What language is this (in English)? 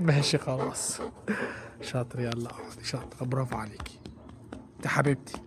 Egyptian Arabic